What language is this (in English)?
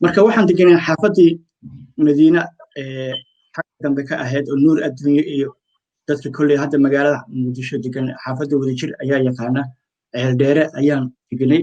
Somali